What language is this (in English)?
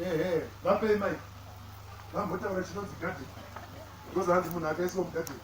Shona